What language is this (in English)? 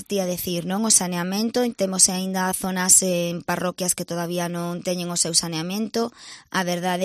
Galician